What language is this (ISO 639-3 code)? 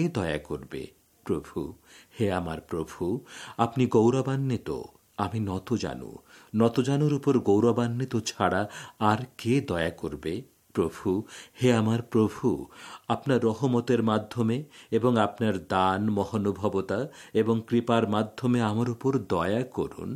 ben